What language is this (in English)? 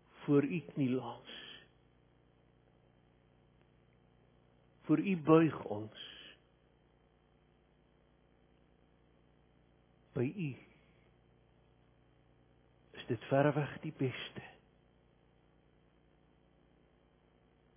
Afrikaans